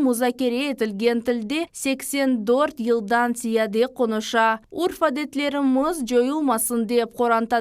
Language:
Crimean Tatar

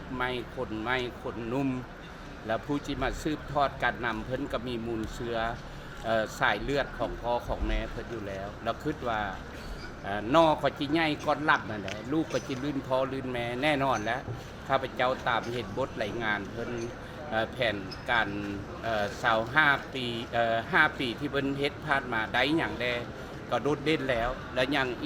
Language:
Lao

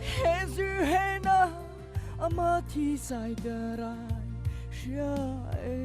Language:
Mara Chin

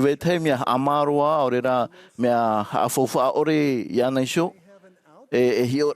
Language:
Tahitian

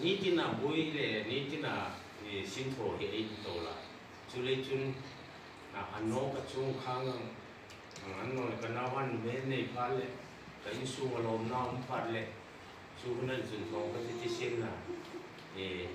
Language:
Hmar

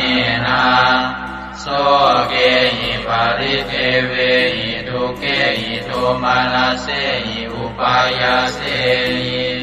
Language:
Pali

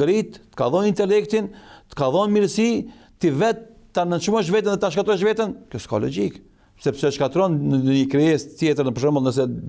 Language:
Albanian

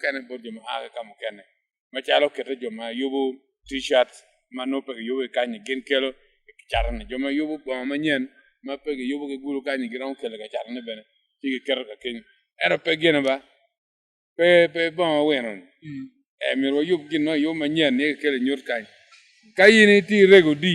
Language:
Acoli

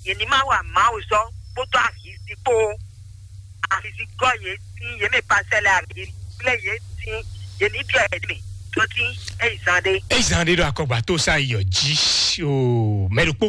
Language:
Fon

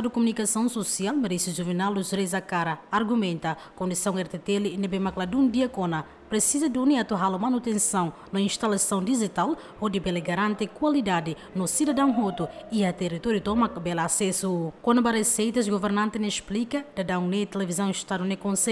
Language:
Tetum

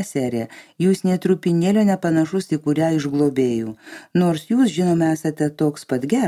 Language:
Lithuanian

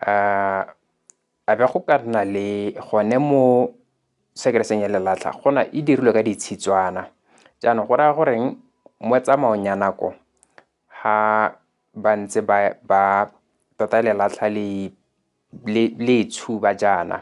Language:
Tswana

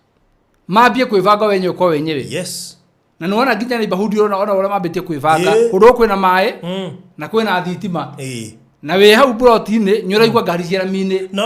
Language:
Kikuyu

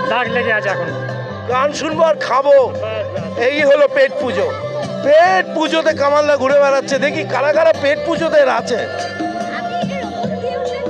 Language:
Bangla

